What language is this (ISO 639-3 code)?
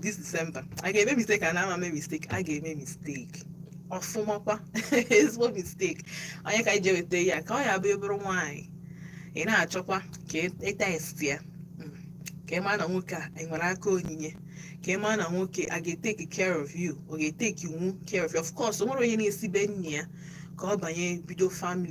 ibo